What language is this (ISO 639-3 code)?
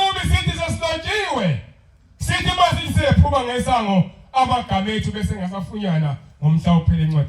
zul